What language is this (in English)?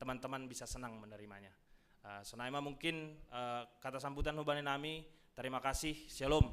Batak Simalungun